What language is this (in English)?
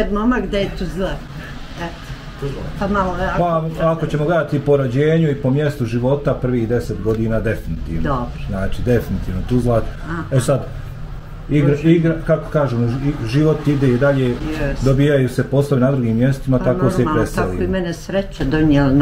Bosnian